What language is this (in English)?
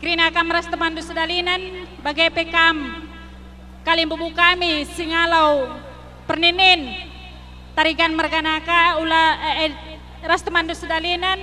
Batak Karo